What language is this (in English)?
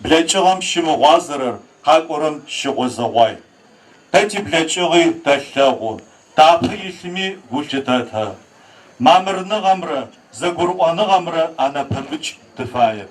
Adyghe